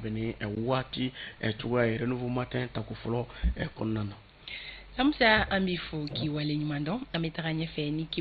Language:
Bambara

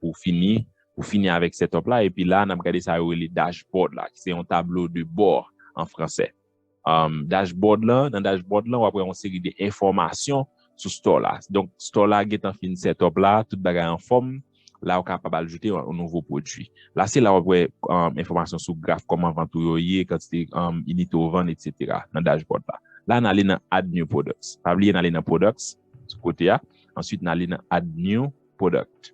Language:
Haitian Creole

